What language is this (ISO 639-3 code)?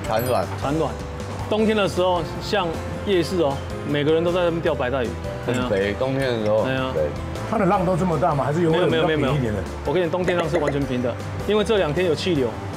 zho